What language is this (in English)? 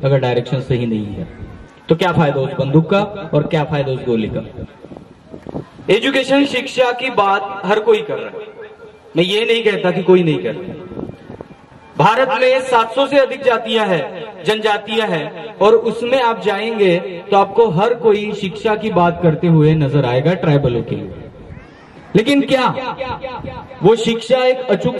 Hindi